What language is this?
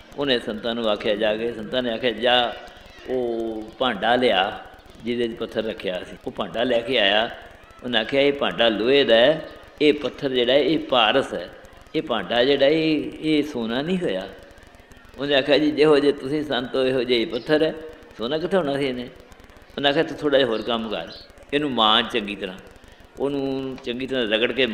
Punjabi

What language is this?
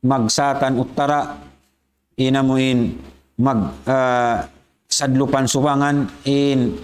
Tausug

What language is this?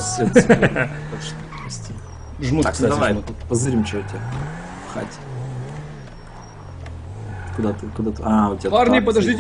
Russian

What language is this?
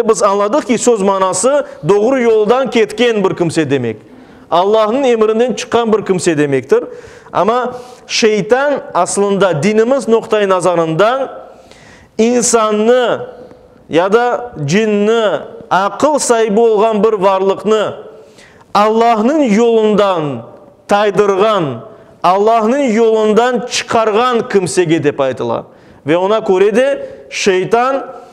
Crimean Tatar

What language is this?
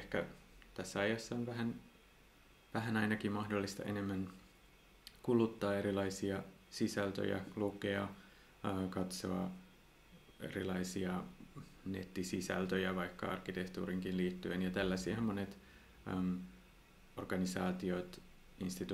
Finnish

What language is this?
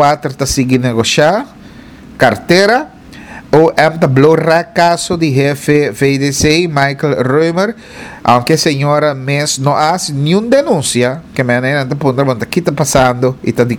Papiamento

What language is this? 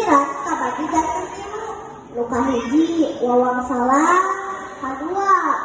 Sundanese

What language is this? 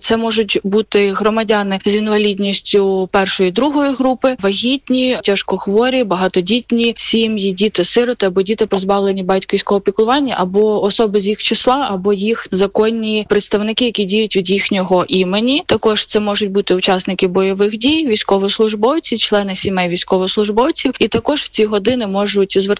Ukrainian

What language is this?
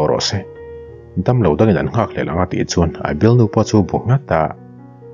Mizo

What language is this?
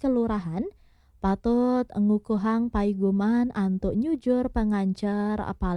Balinese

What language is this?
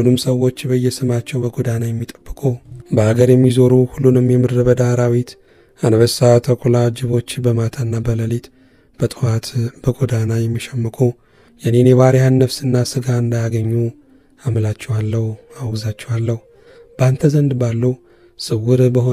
Amharic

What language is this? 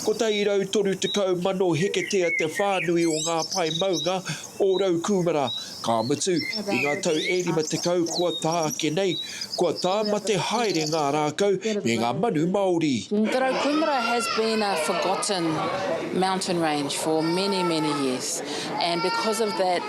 Māori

